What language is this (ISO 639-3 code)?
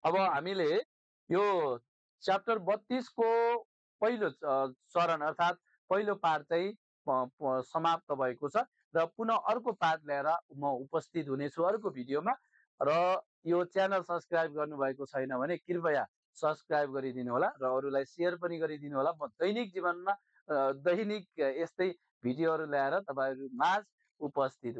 nep